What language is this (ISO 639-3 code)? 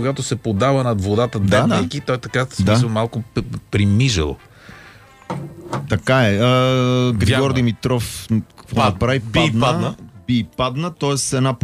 bul